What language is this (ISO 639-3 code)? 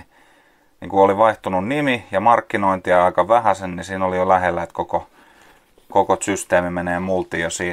fin